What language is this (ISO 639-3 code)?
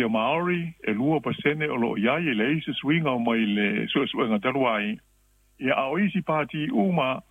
smo